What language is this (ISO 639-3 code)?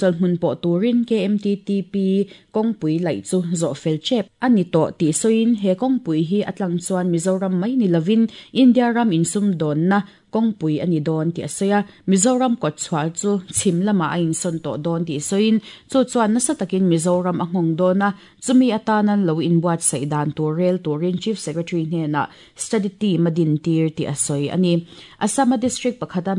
lus